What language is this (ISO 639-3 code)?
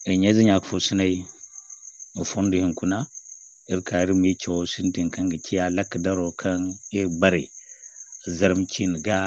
dje